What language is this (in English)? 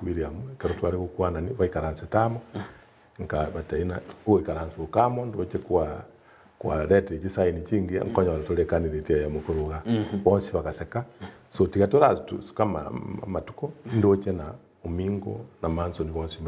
Gusii